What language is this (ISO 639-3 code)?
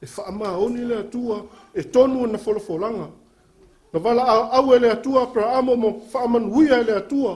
smo